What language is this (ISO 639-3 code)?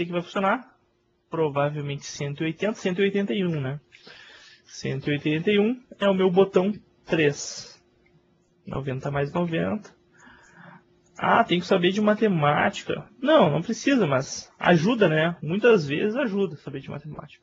por